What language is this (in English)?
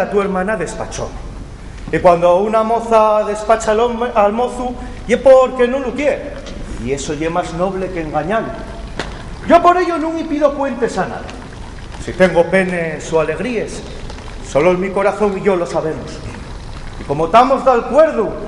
Asturian